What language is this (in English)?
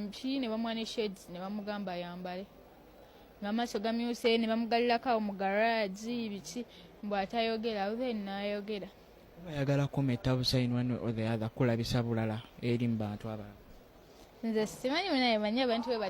Ganda